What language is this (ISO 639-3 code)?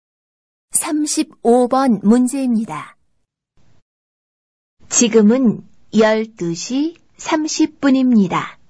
kor